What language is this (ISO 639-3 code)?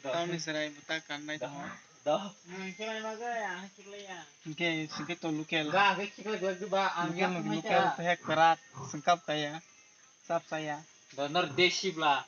trp